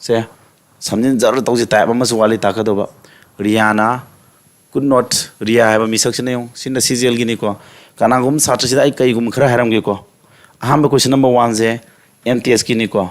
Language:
Manipuri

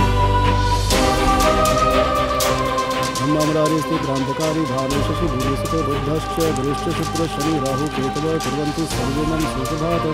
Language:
Bhojpuri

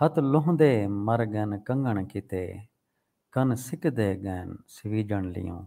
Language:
Saraiki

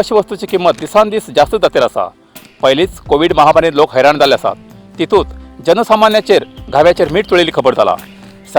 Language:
Konkani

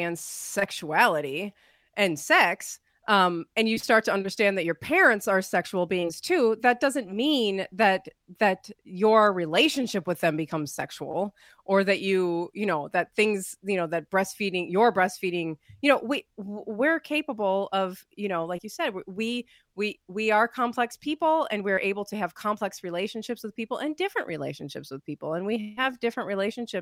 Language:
English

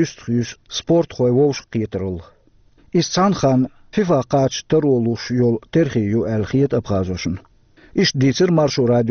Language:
Chechen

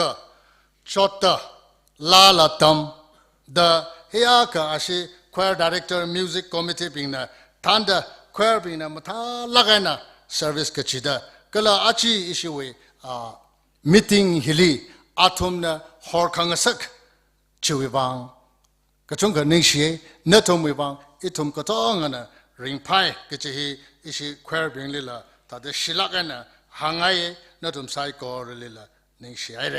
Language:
Tangkhul Naga (India)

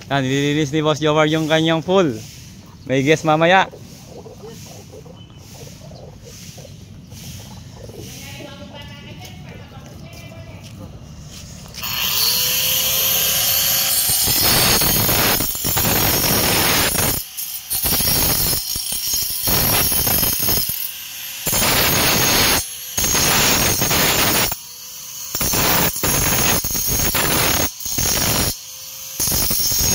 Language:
Filipino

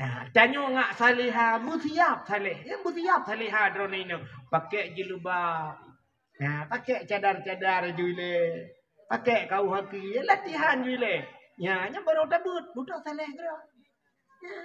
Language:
Achinese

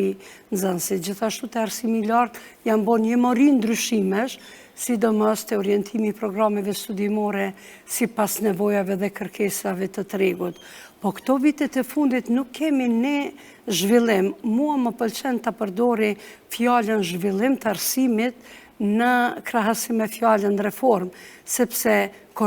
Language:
Albanian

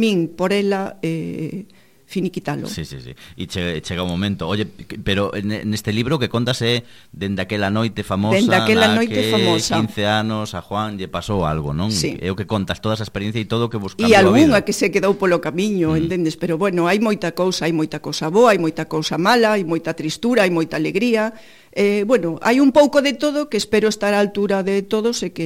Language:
Galician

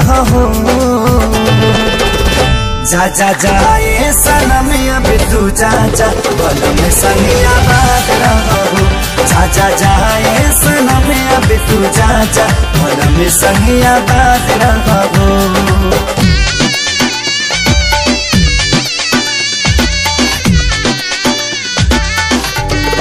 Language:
Bhojpuri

